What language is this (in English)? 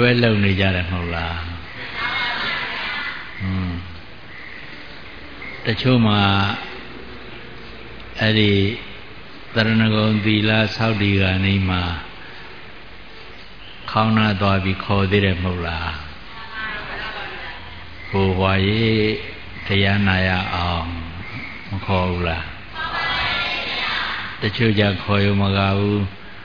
Burmese